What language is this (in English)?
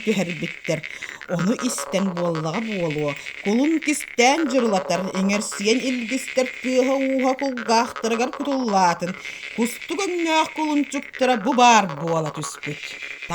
Yakut